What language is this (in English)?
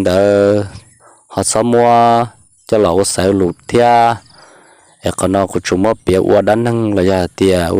Hmong